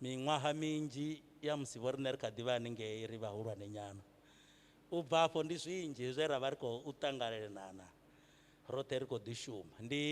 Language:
Venda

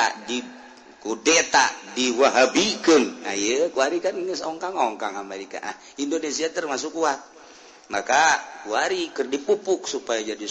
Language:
Sundanese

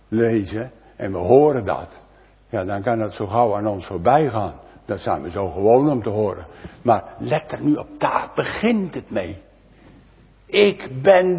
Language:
Dutch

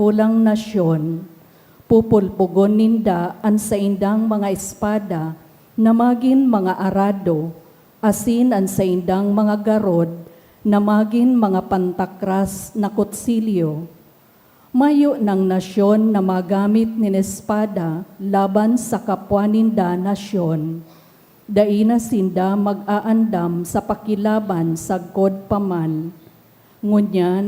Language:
Bikol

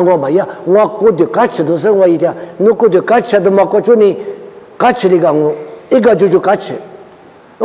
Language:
Lisu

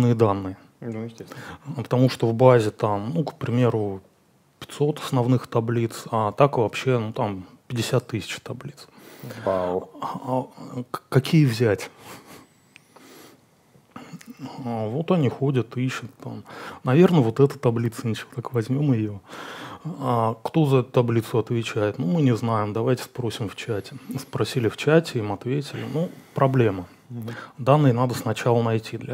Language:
Russian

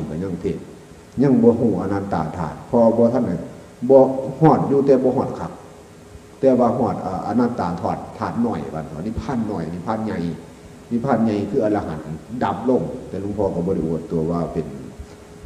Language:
Northeastern Thai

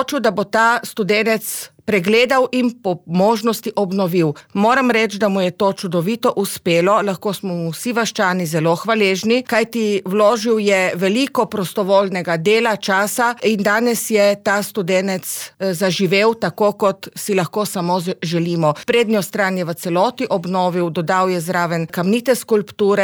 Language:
Slovenian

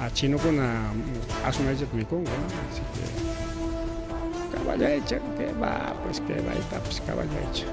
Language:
Ayacucho Quechua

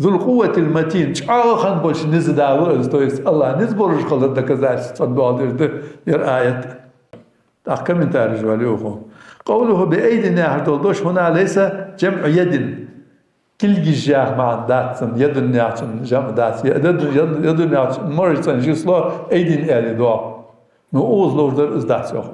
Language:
Ingush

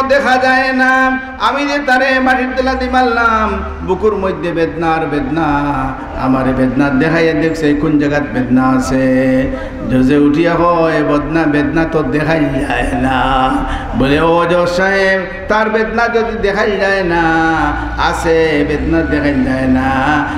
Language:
Sylheti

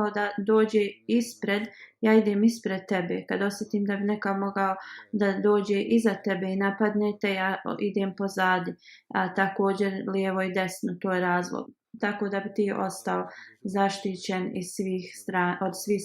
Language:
Bosnian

